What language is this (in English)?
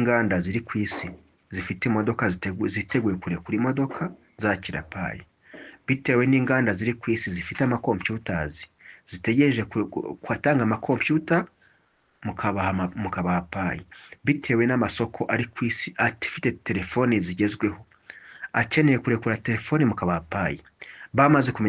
Kinyarwanda